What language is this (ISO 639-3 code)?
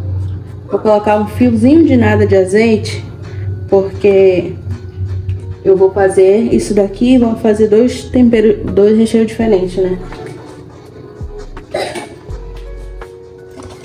por